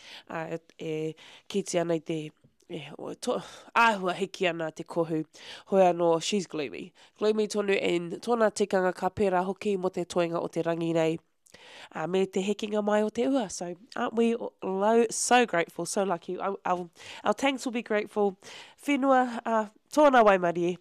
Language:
Māori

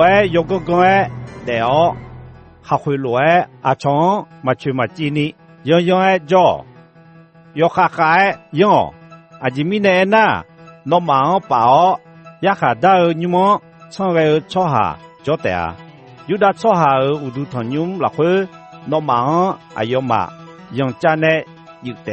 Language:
Akha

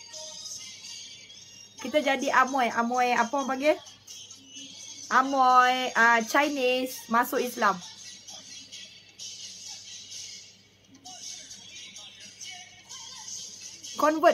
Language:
Malay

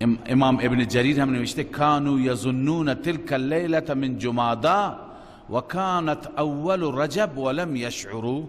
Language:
Persian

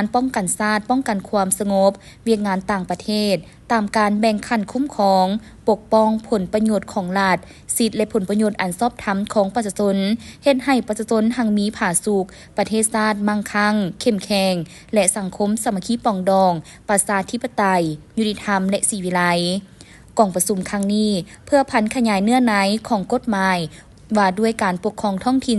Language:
Lao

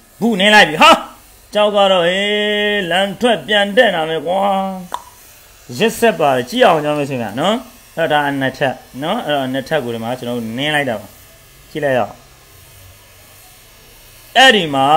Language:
Burmese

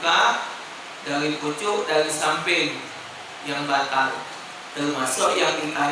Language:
Musi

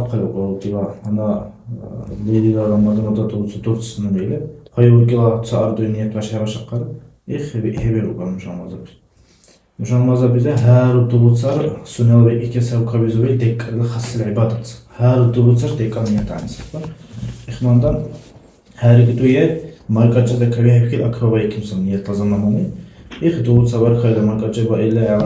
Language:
Dargwa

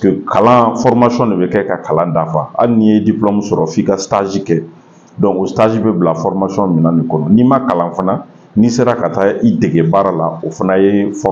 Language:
Bambara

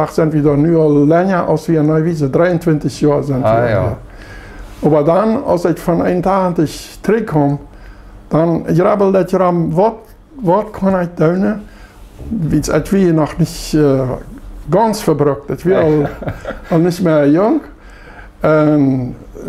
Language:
Plautdietsch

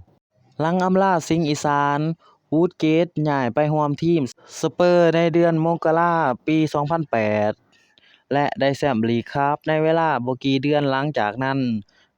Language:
Lao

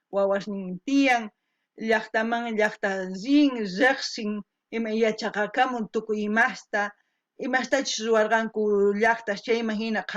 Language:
South Bolivian Quechua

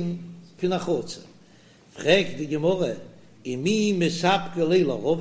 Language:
Yiddish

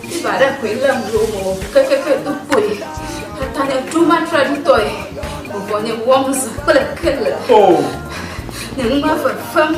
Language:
Ewe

